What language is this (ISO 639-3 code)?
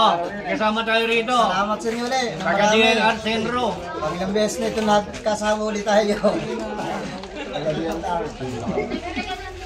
fil